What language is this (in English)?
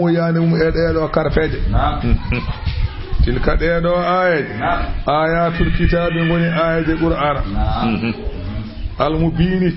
Fula